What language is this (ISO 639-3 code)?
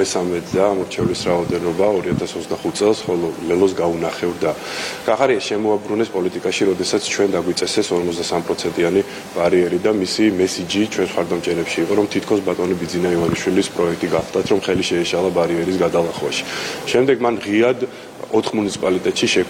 kat